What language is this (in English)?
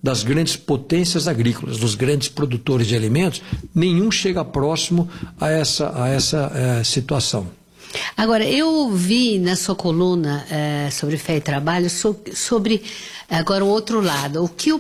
Portuguese